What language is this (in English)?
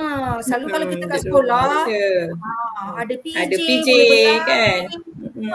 Malay